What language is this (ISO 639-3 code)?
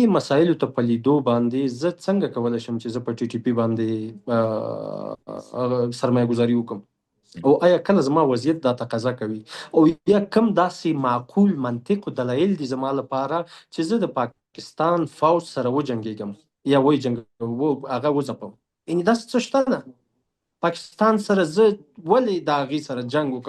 pus